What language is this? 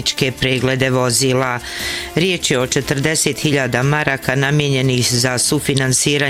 Bosnian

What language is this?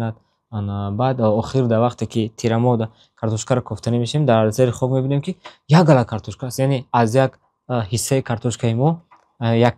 Tajik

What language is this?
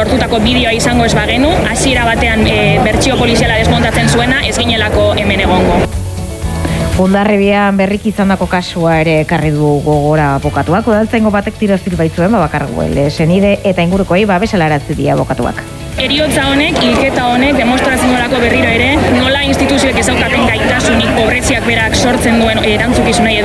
Basque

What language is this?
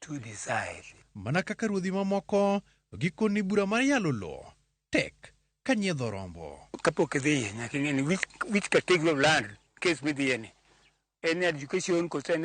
Luo (Kenya and Tanzania)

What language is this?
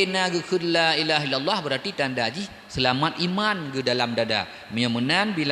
Achinese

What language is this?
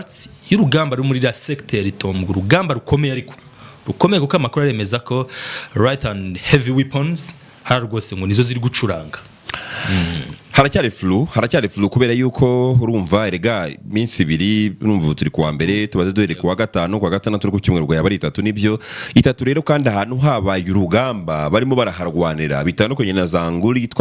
Kinyarwanda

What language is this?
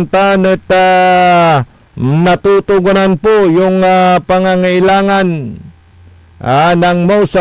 Pangasinan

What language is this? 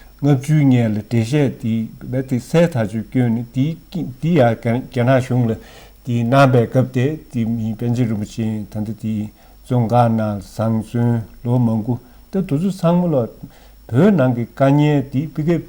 Tibetan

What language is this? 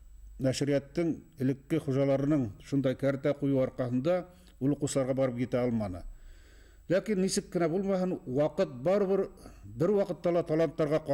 Bashkir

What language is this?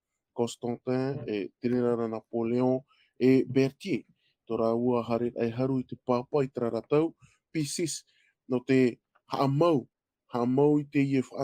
Tahitian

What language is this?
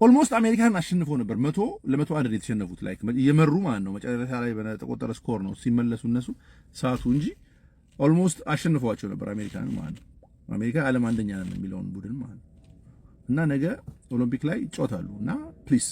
Amharic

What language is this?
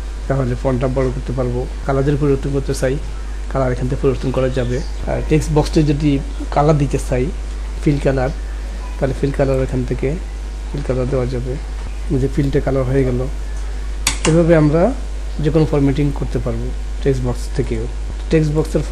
Bangla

